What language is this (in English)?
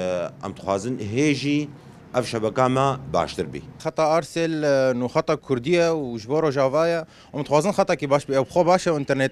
Kurdish